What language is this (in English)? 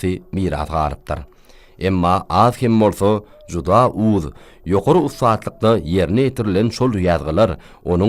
Turkmen